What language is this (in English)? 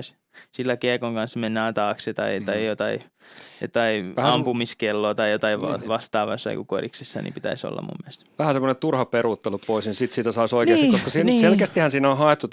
Finnish